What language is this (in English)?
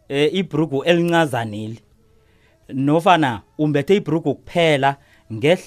South Ndebele